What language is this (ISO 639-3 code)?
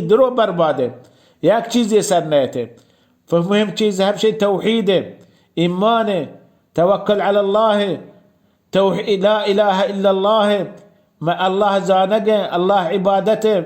bal